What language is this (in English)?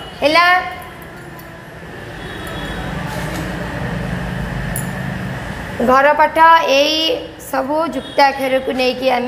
Odia